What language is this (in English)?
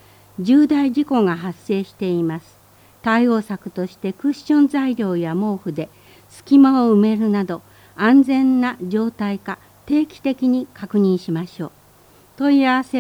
Japanese